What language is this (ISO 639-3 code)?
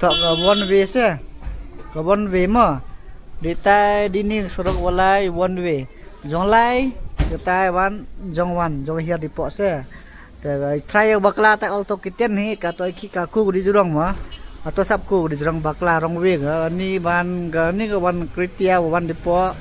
kha